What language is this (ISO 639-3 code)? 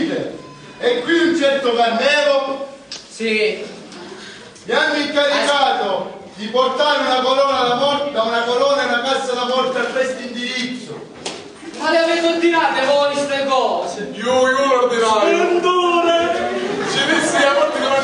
scn